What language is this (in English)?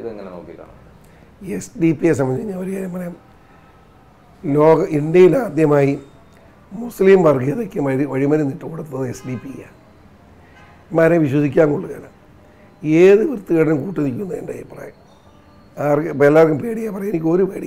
Malayalam